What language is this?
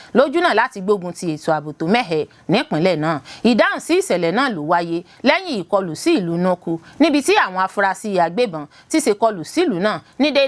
Yoruba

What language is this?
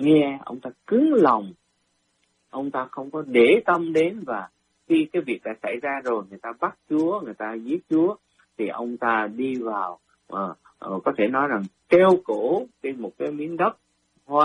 Vietnamese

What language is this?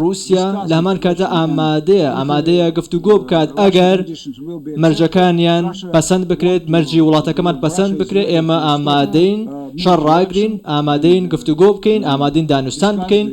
Central Kurdish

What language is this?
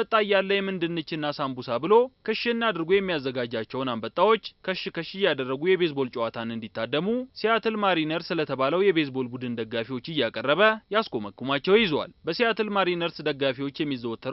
Amharic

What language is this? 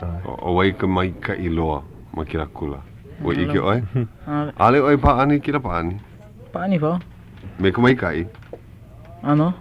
Hawaiian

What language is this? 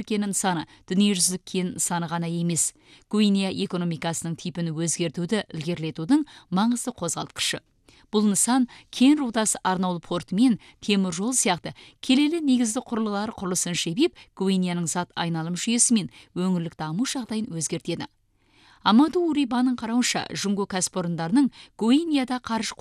Kazakh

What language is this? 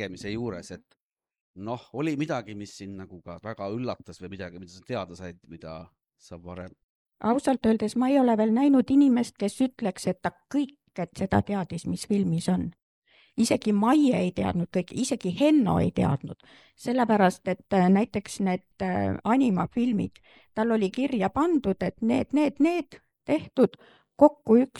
Estonian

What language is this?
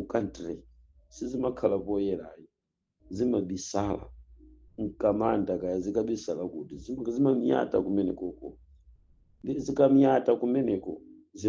Nyanja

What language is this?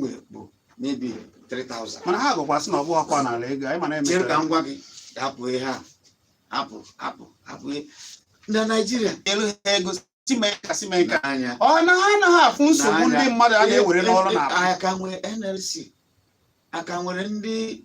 Igbo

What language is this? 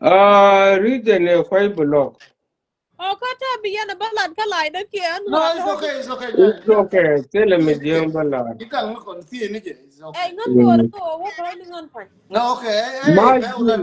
Nuer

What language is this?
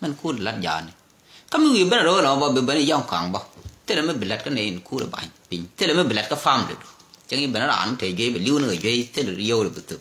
Nuer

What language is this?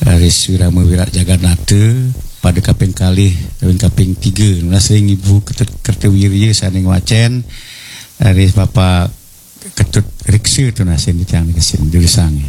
Balinese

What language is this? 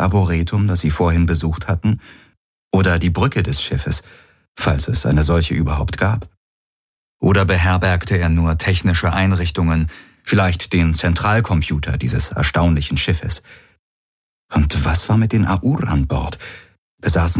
German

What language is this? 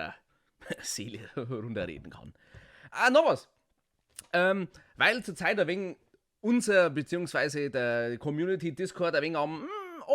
Bavarian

